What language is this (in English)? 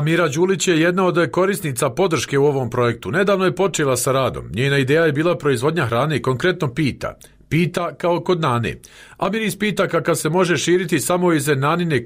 Bosnian